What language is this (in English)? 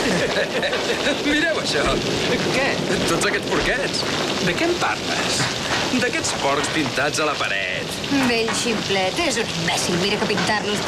Catalan